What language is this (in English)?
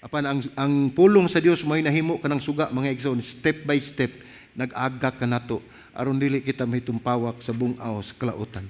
Cebuano